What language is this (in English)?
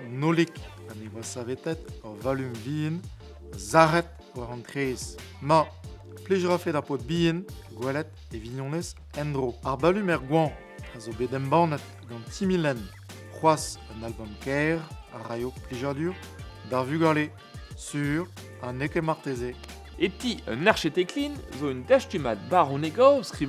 Breton